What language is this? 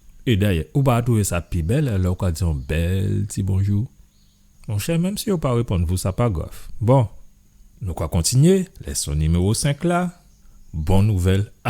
Guadeloupean Creole French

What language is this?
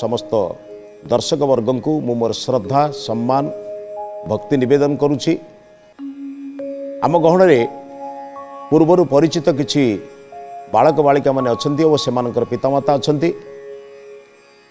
Odia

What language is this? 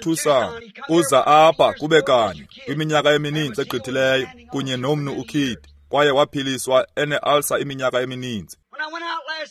Xhosa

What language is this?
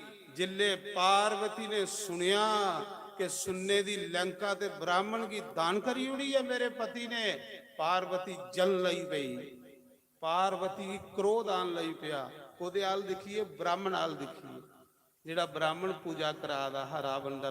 Dogri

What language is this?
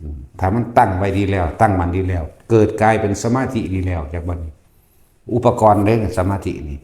Northeastern Thai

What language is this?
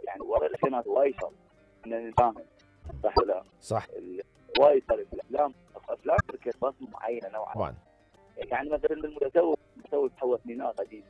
Mesopotamian Arabic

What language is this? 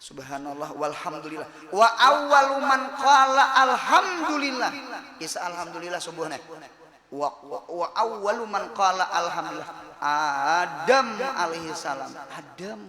Banjar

